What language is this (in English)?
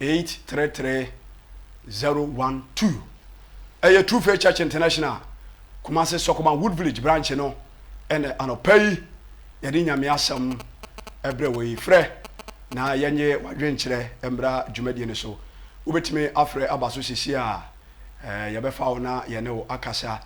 Akan